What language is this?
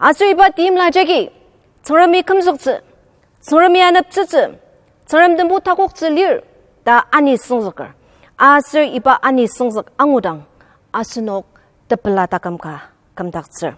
Ao Naga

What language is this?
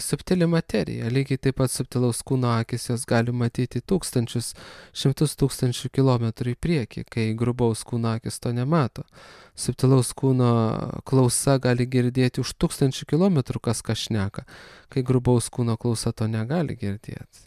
Lithuanian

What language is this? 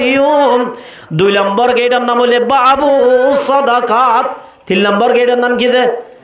Rohingya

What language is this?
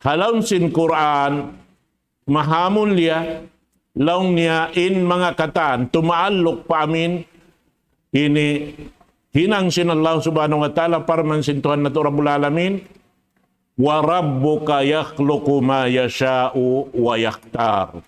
Tausug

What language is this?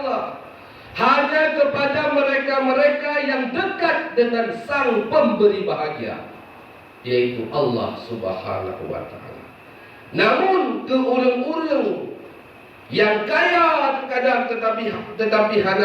Achinese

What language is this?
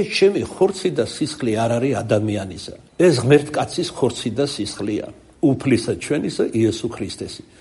Georgian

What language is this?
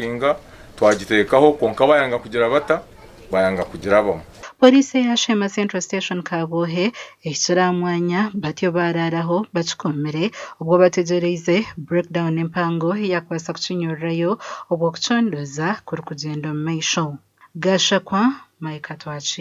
Nyankole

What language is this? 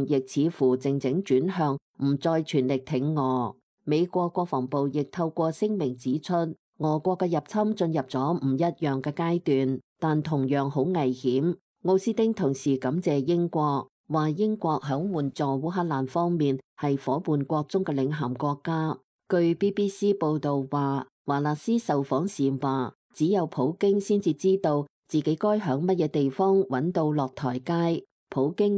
Cantonese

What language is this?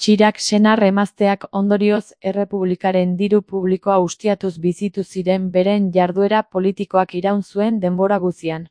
Basque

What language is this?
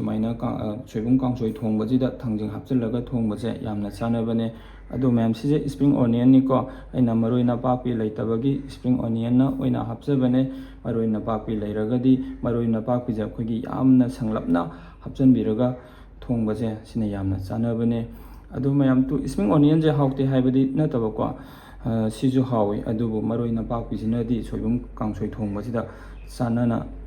Manipuri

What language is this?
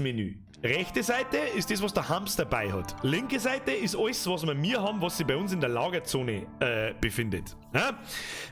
Bavarian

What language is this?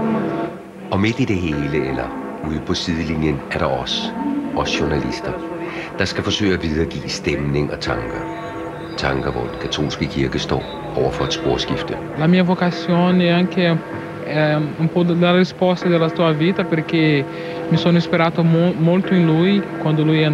Danish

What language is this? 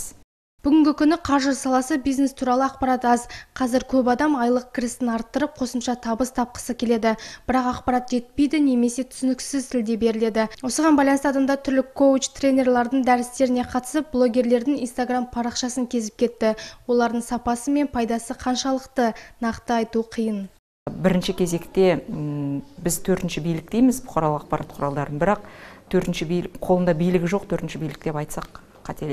Kazakh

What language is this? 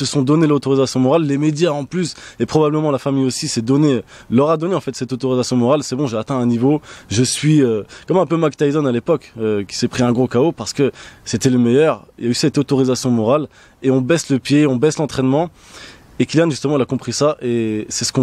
French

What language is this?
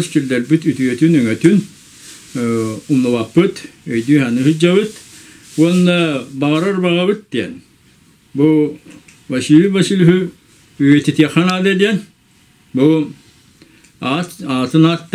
Yakut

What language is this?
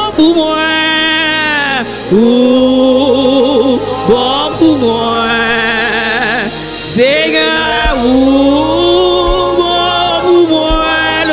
Haitian Creole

